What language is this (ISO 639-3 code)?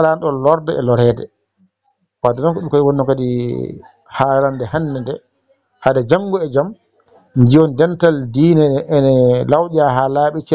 ful